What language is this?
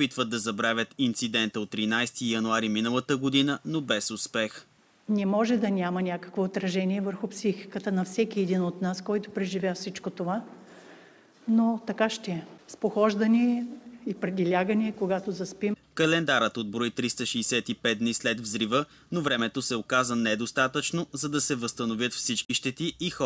Bulgarian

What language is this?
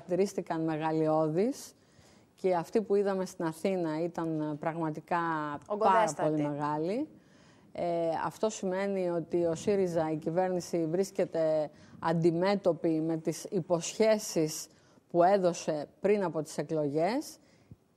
Greek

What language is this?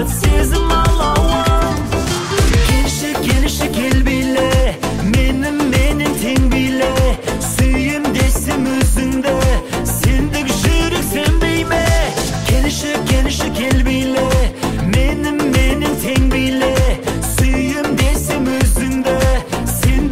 Kazakh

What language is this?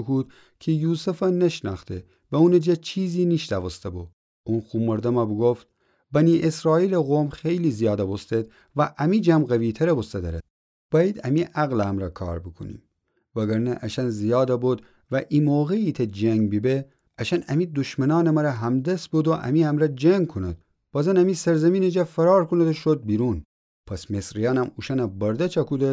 Gilaki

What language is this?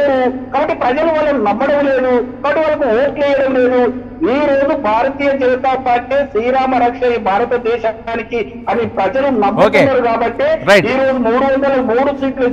Telugu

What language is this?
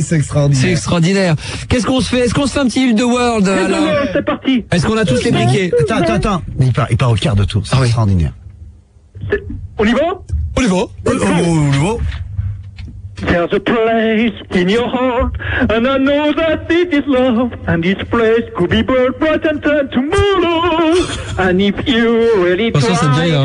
French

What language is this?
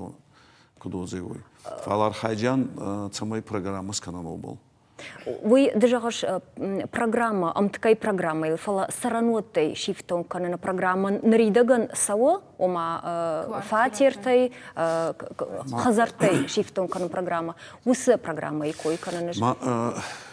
Ossetic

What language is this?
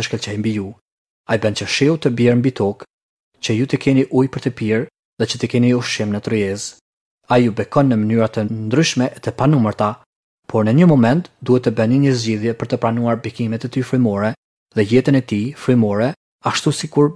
Albanian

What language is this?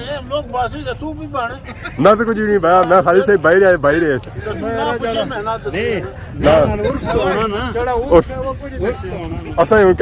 Pahari-Potwari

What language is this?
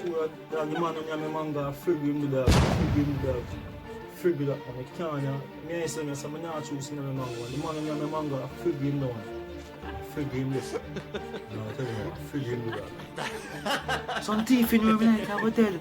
Jamaican Creole English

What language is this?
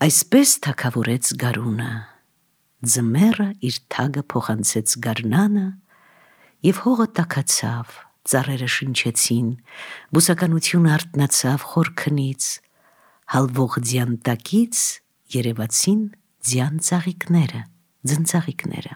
Armenian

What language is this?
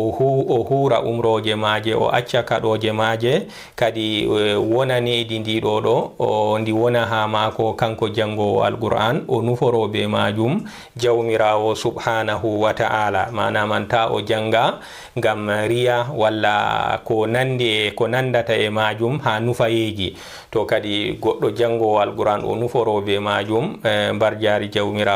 Fula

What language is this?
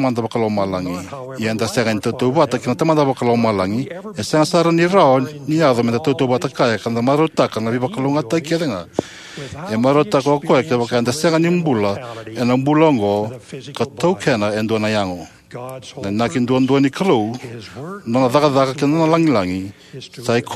Fijian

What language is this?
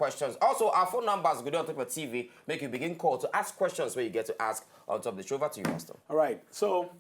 Nigerian Pidgin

